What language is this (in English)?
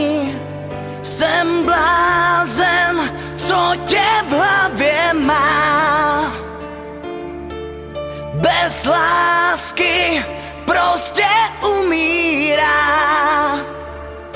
Czech